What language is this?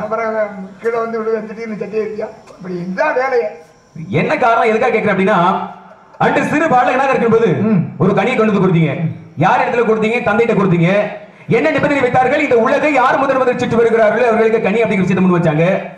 Tamil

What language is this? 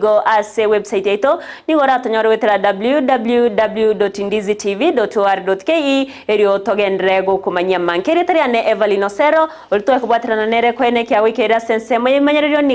Gusii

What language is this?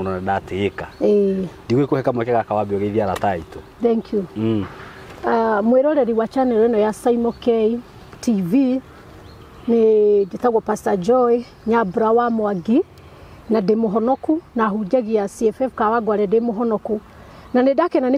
Kikuyu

